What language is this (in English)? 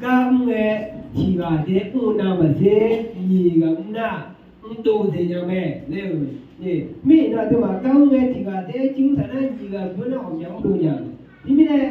Akha